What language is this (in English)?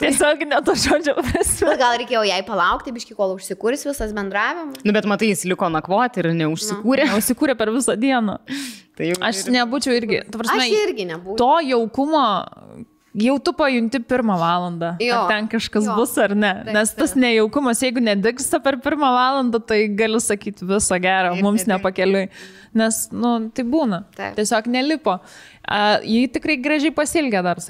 Lithuanian